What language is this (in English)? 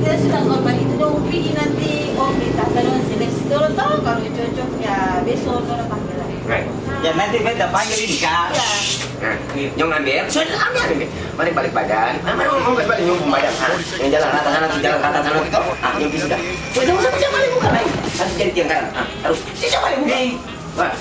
Ambonese Malay